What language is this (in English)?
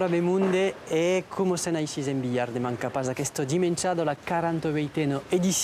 Occitan